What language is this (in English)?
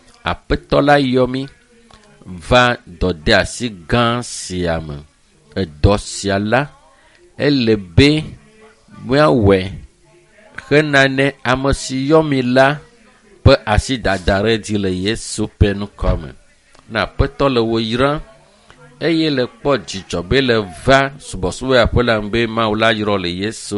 Ewe